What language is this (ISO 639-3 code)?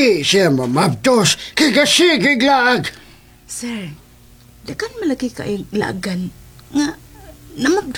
ceb